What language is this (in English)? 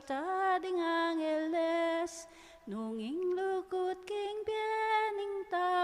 Pampanga